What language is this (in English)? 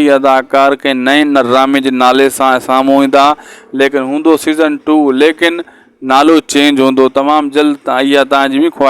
Sindhi